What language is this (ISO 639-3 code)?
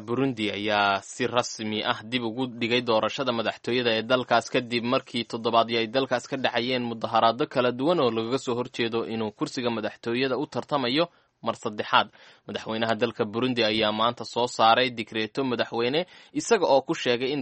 som